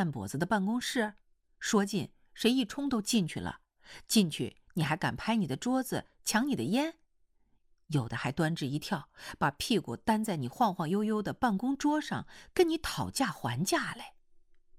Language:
Chinese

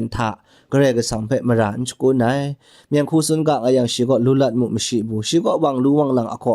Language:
Kachin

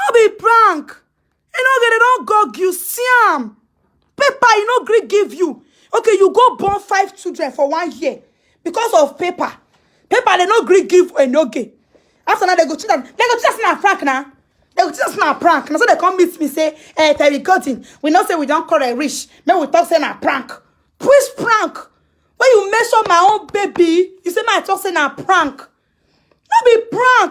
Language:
Nigerian Pidgin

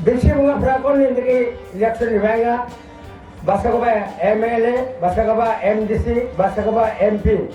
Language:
Garo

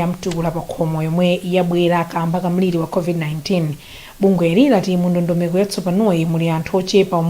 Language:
Nyanja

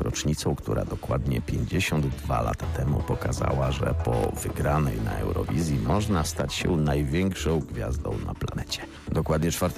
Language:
Polish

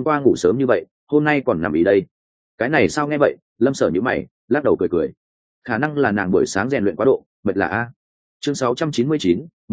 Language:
Vietnamese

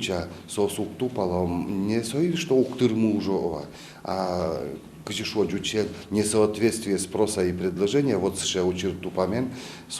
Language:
Udmurt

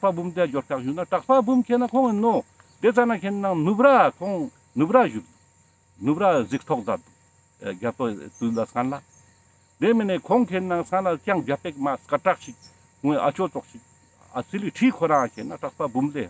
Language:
Ladakhi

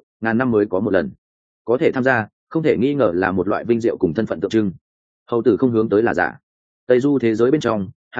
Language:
Vietnamese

